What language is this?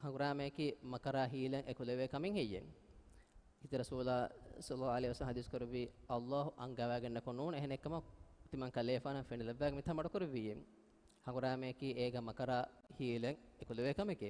Divehi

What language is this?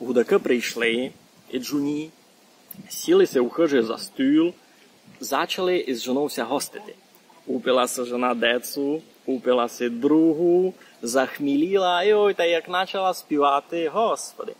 Rusyn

